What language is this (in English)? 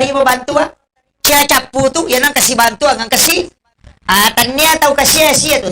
Buginese